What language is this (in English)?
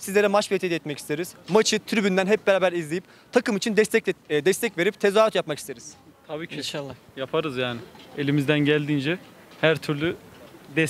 Turkish